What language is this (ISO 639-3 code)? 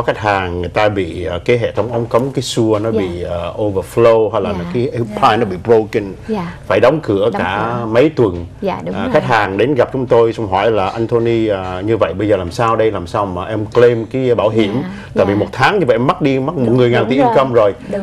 vie